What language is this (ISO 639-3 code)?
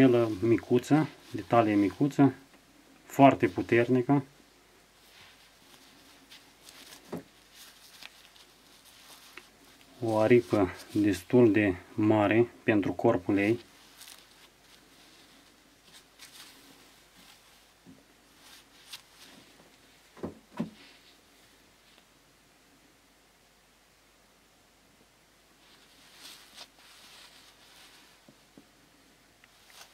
ron